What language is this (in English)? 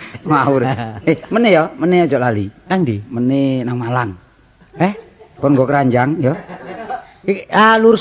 Javanese